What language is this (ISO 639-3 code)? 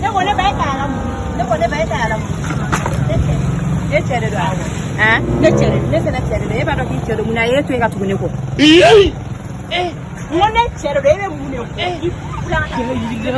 bam